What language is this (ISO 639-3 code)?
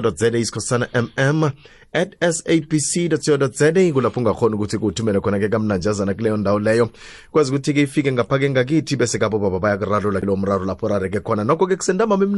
nbl